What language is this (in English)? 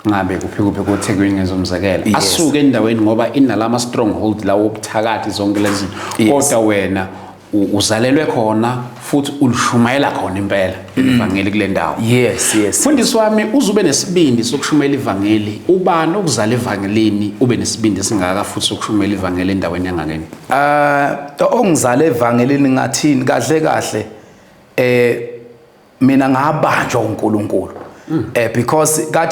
Zulu